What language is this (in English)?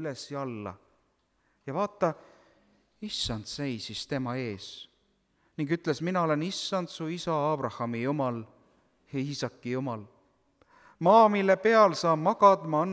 Estonian